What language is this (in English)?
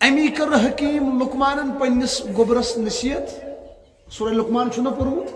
Kashmiri